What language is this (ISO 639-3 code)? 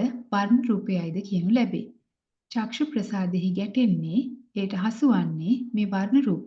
sin